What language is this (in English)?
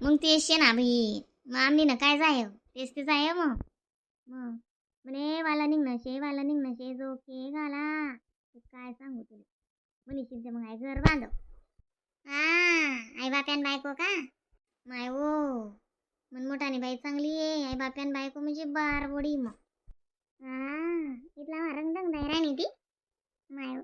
Khandesi